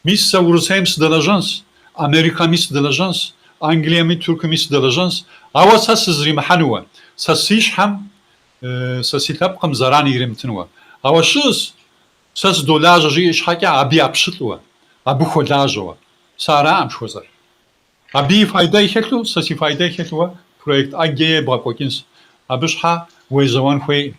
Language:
Kabardian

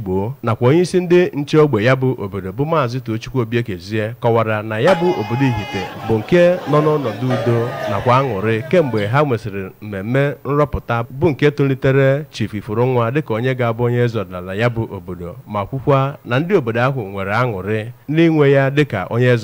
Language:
Igbo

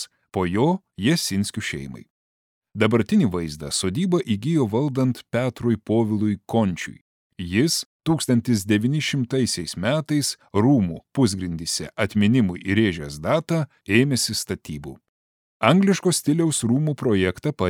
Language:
Lithuanian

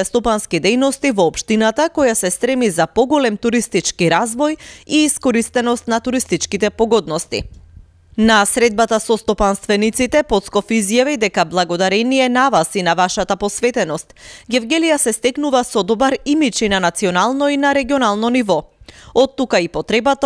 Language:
Macedonian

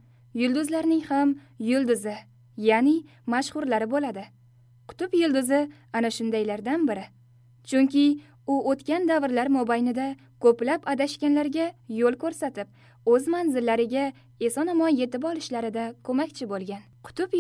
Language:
Uzbek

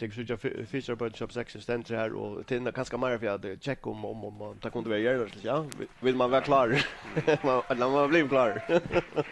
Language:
Faroese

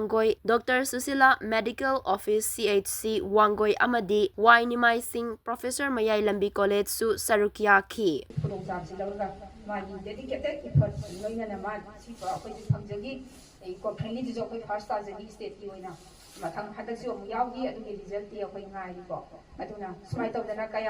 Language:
Manipuri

